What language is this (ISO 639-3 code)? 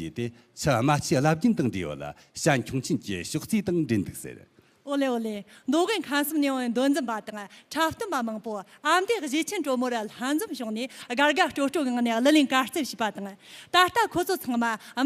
bod